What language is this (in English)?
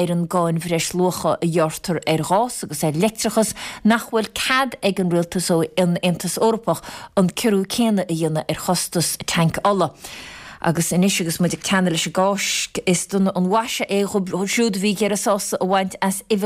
Irish